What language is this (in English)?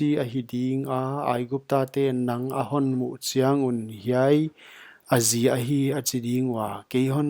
Paite Chin